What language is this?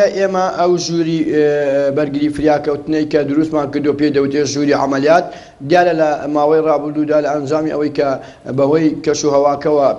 Central Kurdish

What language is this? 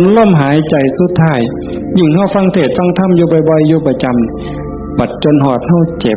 Northeastern Thai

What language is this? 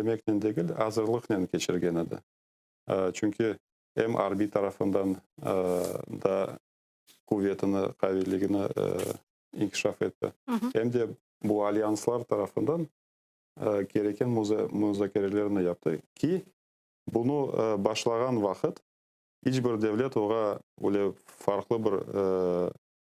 Crimean Tatar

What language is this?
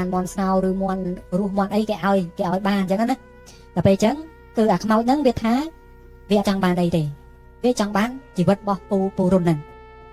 Khmer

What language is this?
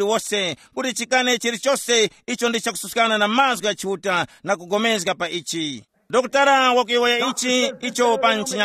Tumbuka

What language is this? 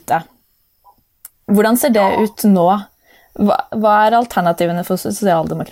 Norwegian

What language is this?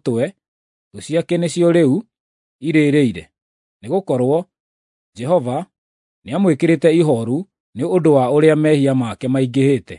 Kikuyu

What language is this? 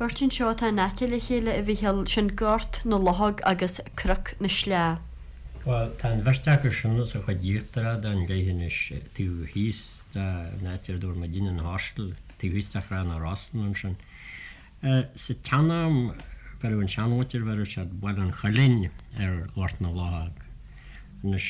Irish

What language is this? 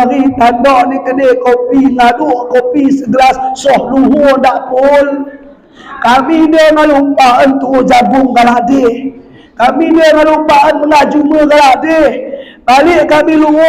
Batak Alas-Kluet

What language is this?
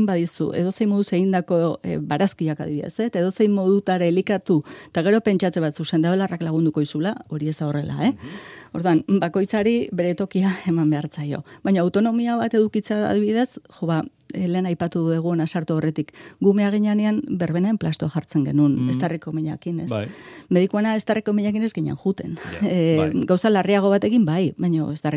Basque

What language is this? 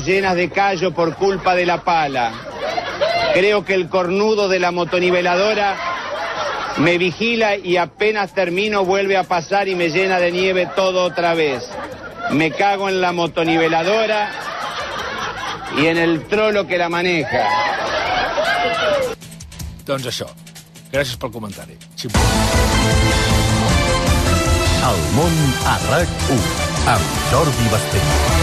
Catalan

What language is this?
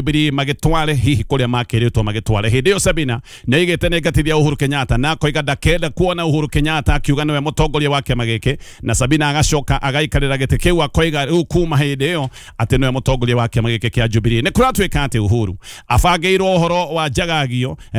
Kikuyu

